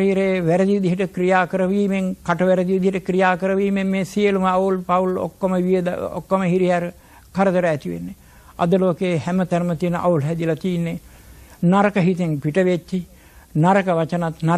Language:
Sinhala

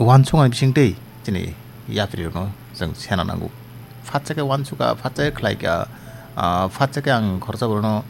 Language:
Kok Borok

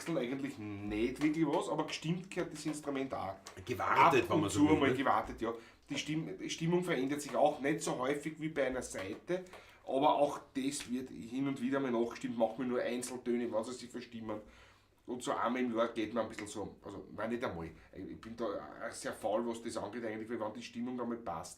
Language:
Bavarian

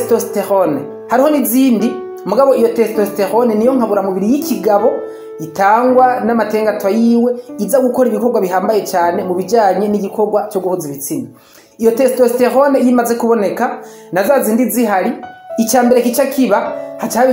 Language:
Rundi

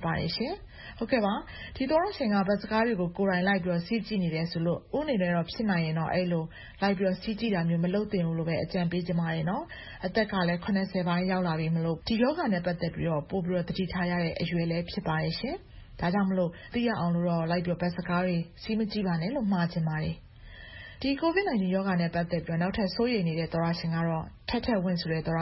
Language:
Burmese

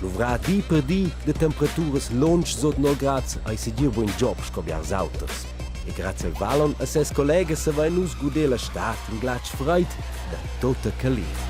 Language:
Romansh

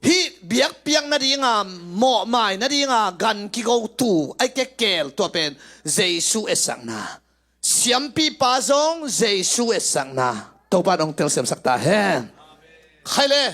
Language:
Tedim Chin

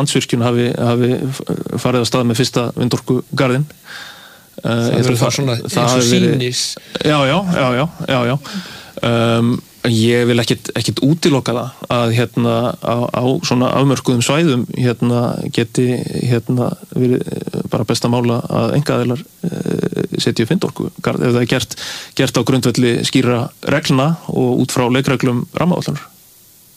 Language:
Icelandic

